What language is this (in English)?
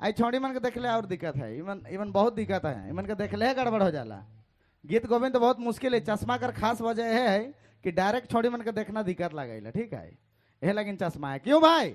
Sadri